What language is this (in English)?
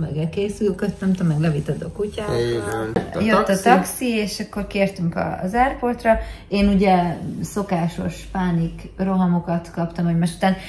Hungarian